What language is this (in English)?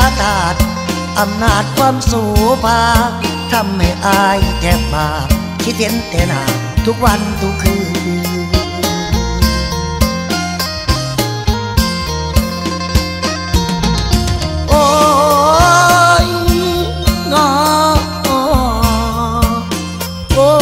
Thai